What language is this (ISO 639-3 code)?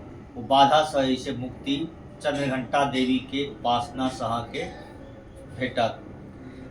mai